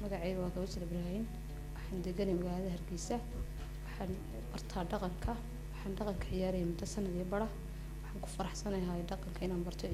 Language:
Somali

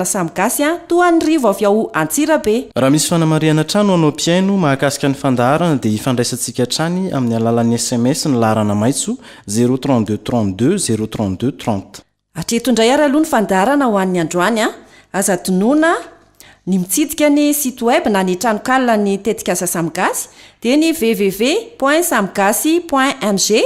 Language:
Malagasy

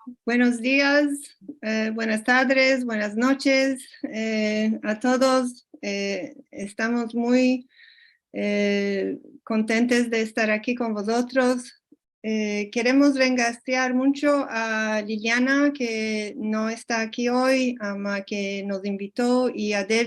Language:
Ladino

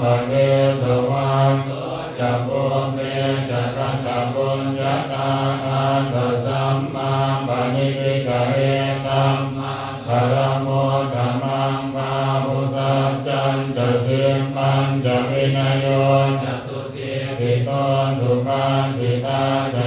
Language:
Pali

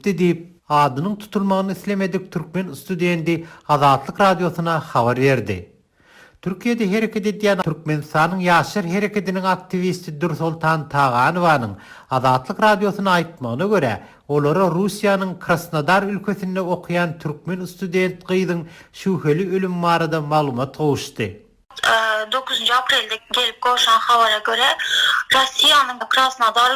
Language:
Turkmen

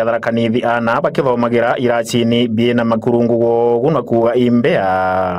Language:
Meru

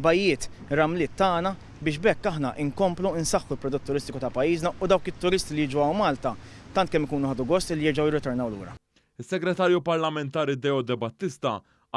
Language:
Maltese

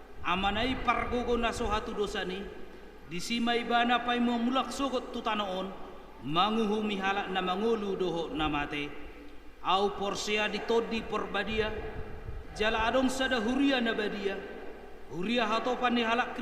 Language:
Batak Toba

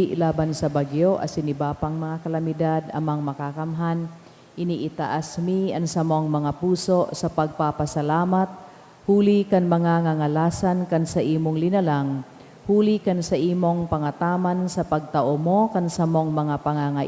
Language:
Bikol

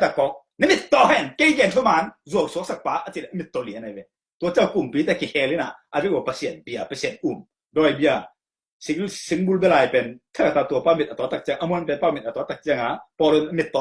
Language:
Tedim Chin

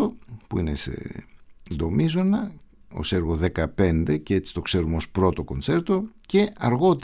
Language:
Greek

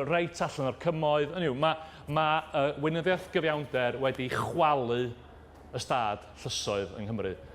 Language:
Welsh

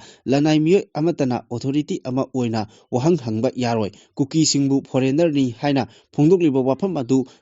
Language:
Manipuri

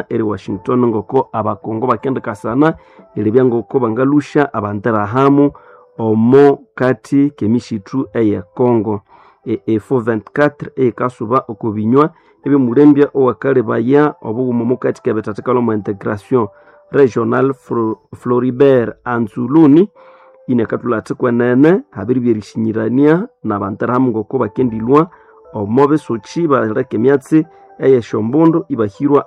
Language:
Nande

